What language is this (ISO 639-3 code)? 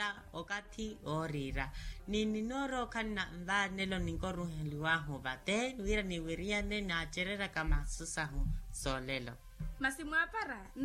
vmw